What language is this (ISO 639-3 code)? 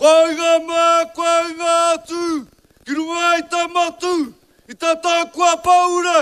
mri